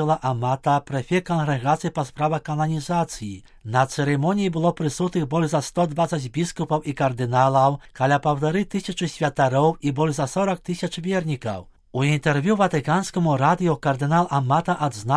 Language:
Belarusian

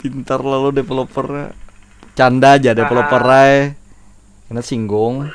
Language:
Banjar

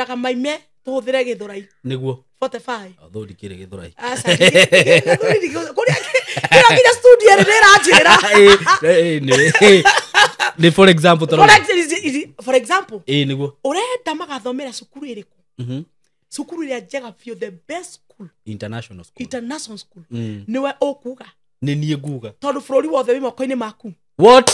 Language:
Kikuyu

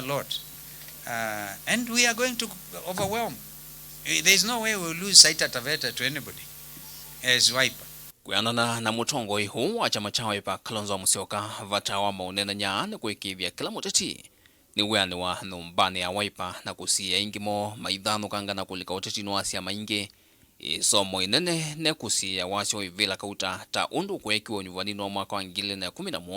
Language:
Kamba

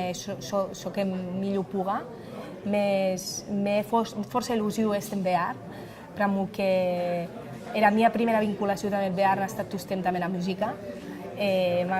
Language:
Occitan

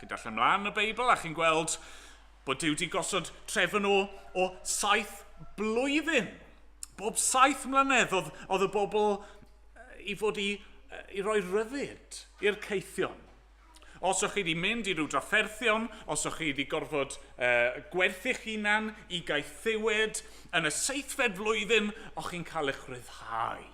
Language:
Welsh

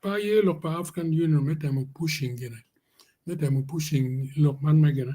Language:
Acoli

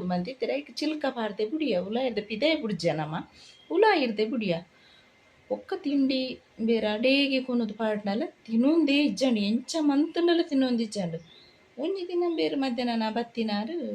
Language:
Tulu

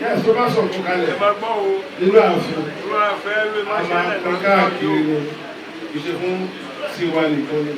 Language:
Yoruba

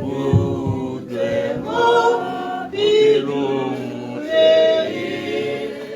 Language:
Tswana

